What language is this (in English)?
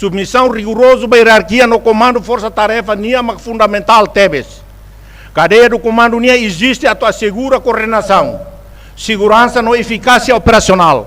Tetum